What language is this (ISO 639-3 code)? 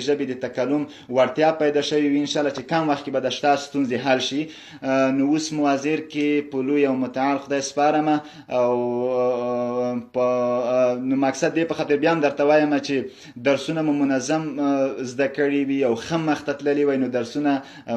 pus